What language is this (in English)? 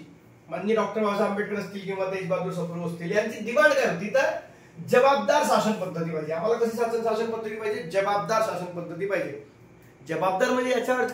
Marathi